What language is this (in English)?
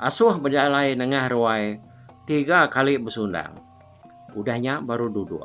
Iban